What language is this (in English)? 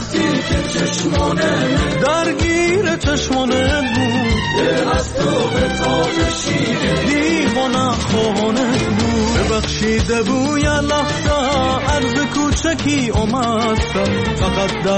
Persian